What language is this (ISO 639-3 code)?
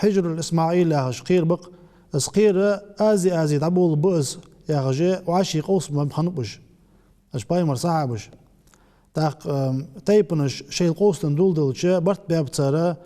inh